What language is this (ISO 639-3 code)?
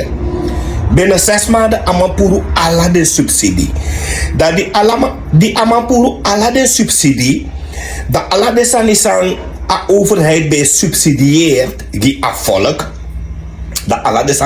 srn